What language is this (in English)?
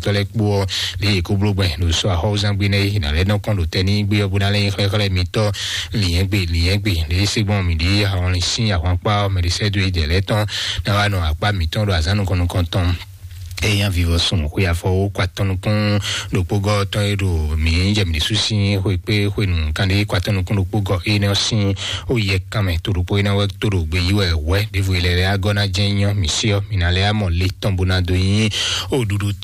Fon